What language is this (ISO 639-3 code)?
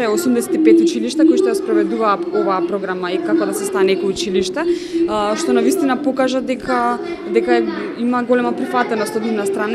mkd